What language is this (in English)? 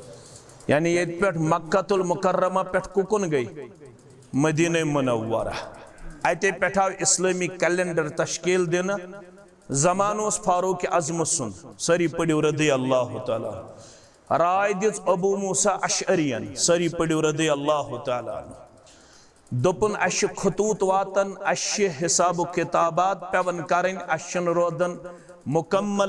Kashmiri